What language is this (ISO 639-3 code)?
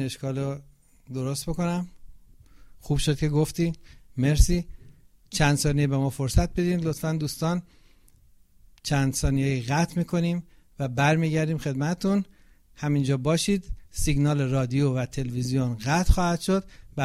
fas